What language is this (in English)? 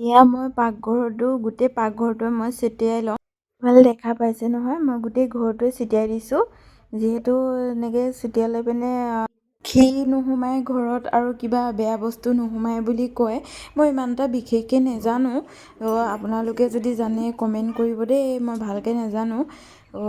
Assamese